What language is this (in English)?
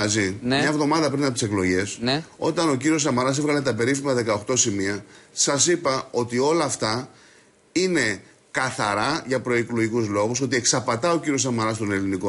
Greek